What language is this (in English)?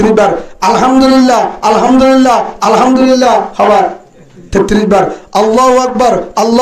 Rohingya